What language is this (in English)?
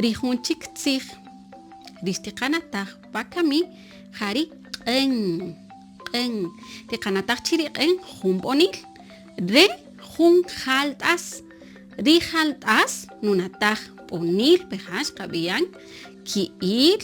Kaqchikel